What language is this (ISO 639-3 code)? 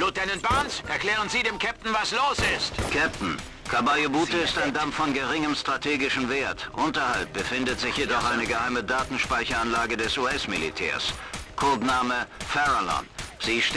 bar